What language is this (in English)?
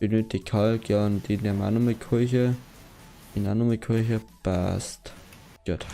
Bavarian